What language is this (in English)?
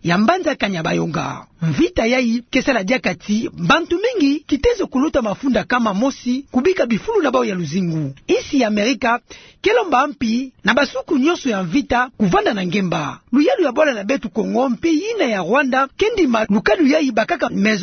Kituba (Democratic Republic of Congo)